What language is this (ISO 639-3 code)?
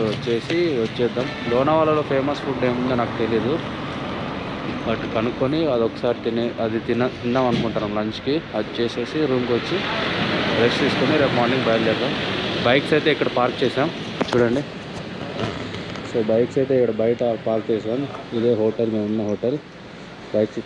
tel